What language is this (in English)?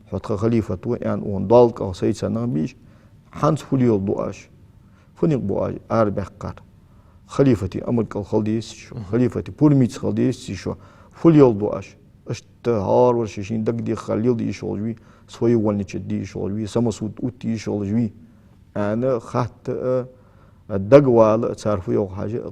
Ingush